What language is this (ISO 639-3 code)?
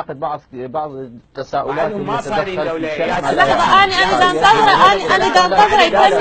acm